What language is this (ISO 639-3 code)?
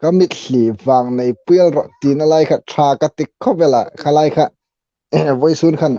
hmr